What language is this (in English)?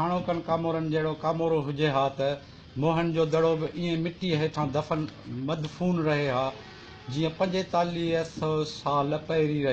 Sindhi